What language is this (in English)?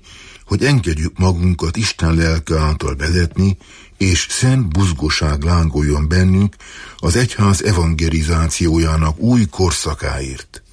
Hungarian